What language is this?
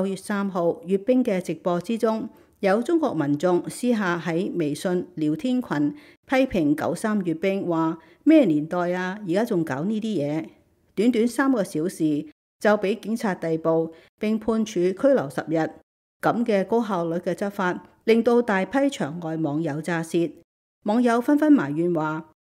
Cantonese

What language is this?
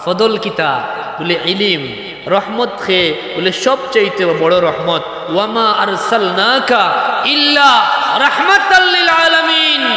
Sylheti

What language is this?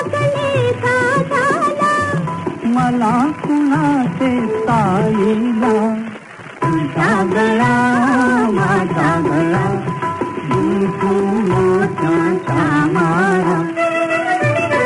Marathi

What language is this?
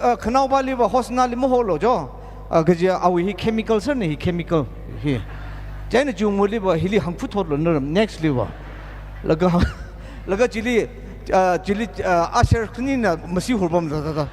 Tangkhul Naga (India)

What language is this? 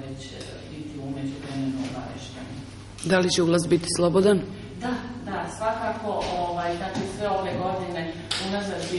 Serbian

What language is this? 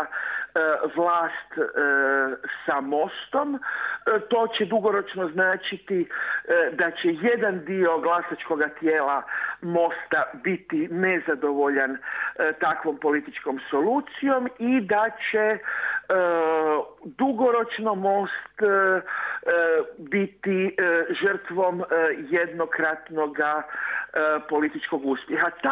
Croatian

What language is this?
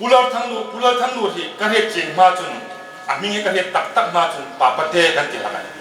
Hmar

